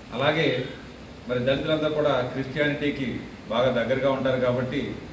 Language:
Telugu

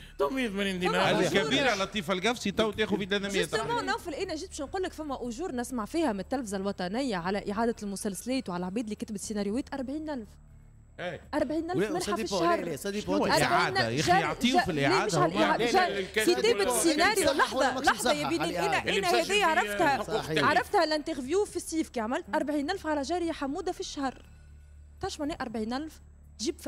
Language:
Tunisian Arabic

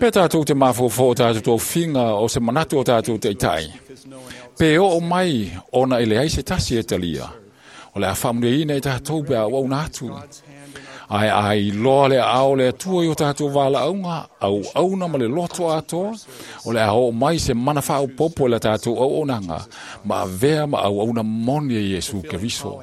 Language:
Samoan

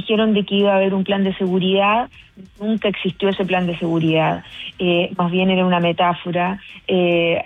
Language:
Spanish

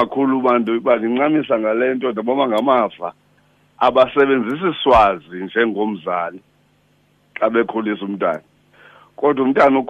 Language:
Xhosa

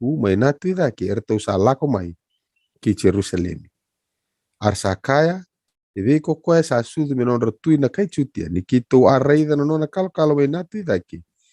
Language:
Fijian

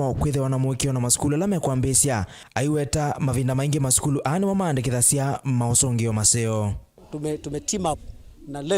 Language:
Kamba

